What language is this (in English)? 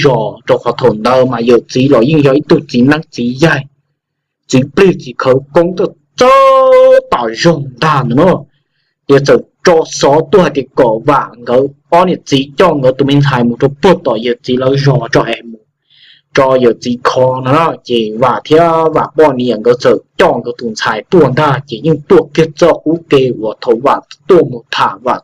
Hmong